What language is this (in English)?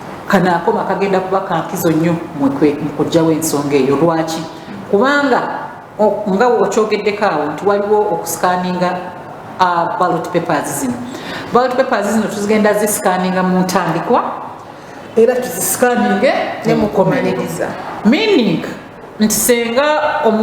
Ganda